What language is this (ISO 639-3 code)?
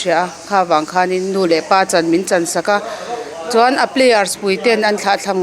lus